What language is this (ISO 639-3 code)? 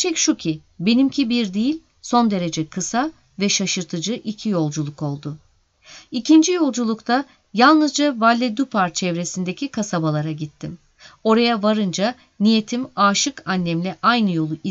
tur